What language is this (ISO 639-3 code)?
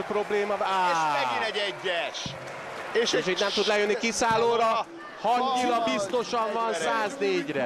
hun